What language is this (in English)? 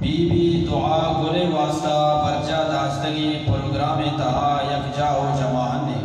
Eastern Balochi